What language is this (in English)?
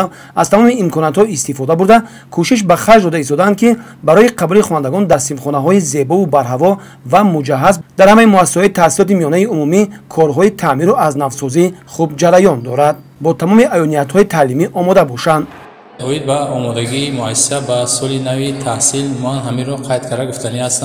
Tajik